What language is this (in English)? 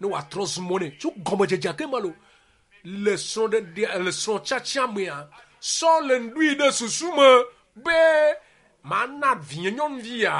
Ewe